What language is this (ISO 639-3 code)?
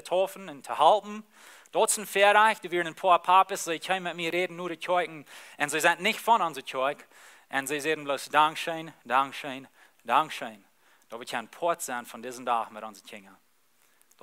pdt